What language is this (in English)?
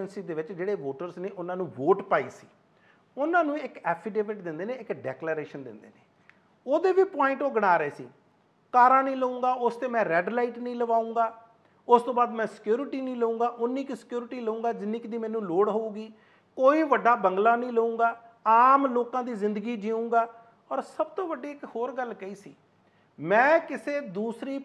Punjabi